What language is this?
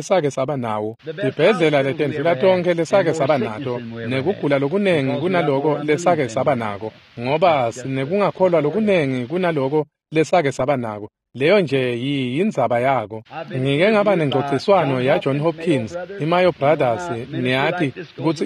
Swati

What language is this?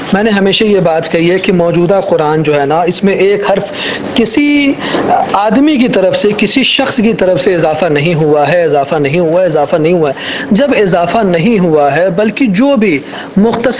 Urdu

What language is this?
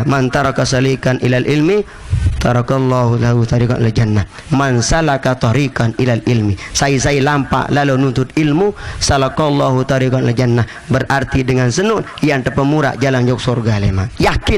Sasak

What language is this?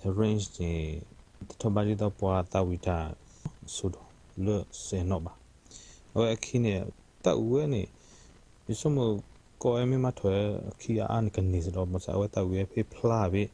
S'gaw Karen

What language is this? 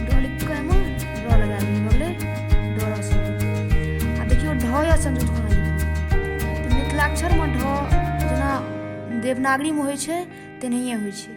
Maithili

